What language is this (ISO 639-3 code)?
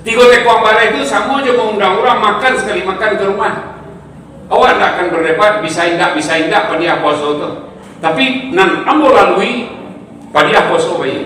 min